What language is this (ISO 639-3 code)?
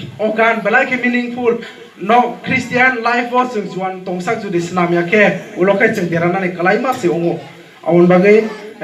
trp